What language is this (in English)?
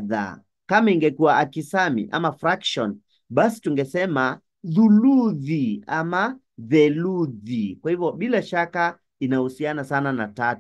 Swahili